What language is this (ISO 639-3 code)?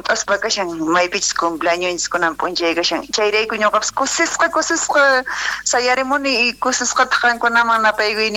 quh